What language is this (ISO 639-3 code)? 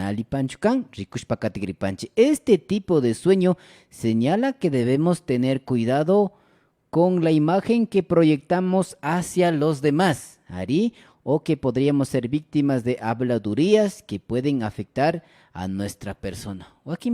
qvi